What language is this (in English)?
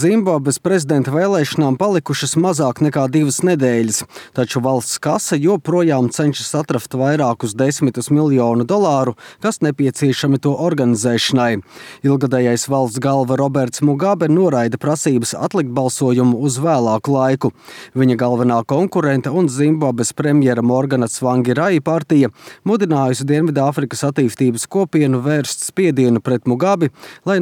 Latvian